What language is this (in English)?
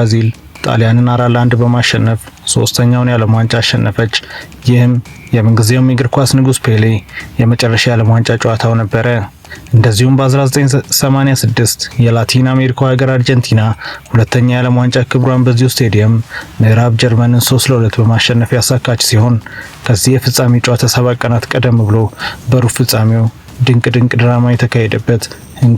Amharic